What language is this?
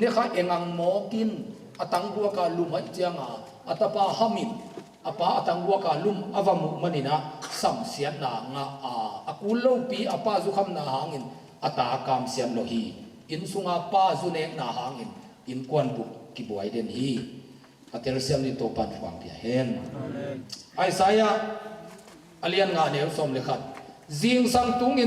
Tedim Chin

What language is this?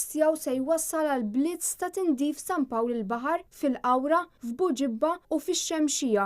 Maltese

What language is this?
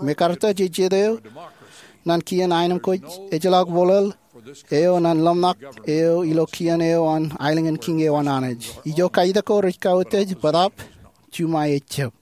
Marshallese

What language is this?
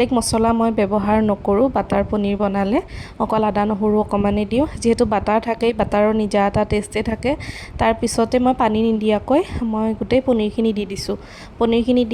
Assamese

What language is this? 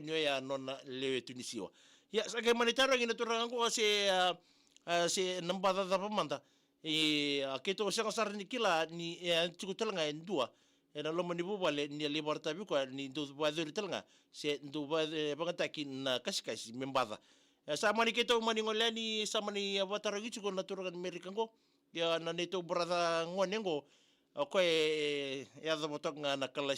Fijian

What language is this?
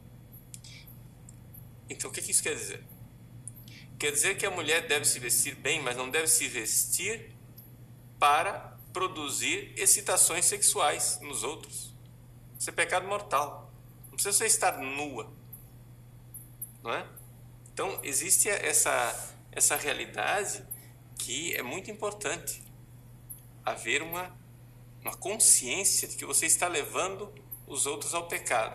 Portuguese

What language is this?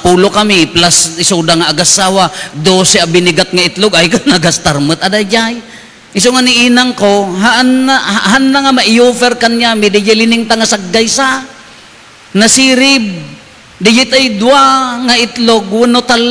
Iloko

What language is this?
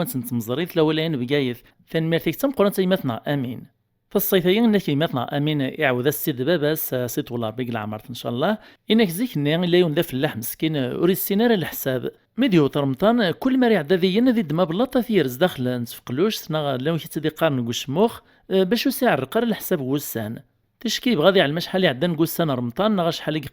Kabyle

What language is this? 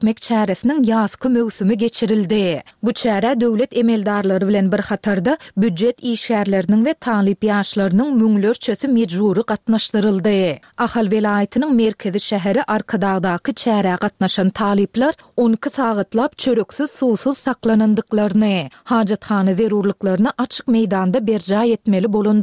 Turkmen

